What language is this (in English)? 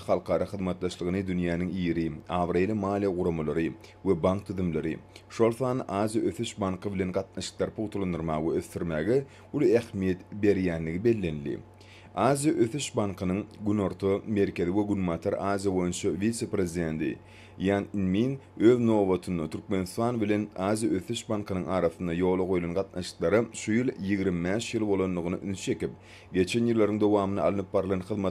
Turkmen